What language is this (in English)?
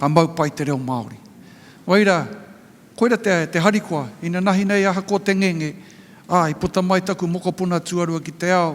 Māori